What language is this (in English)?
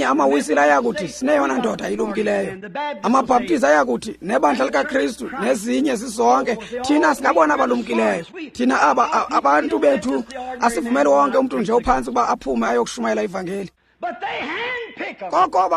Xhosa